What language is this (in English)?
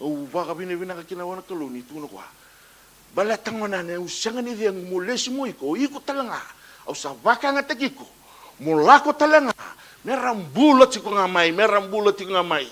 Fijian